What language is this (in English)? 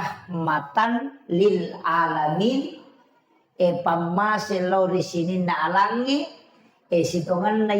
Buginese